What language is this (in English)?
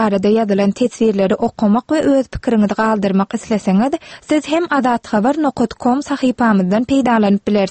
Turkmen